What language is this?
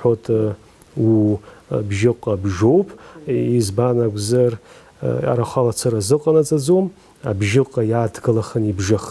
Abkhazian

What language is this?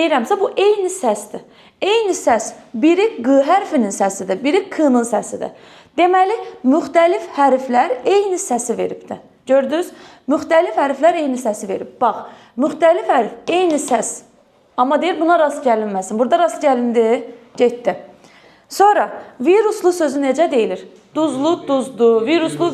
Azerbaijani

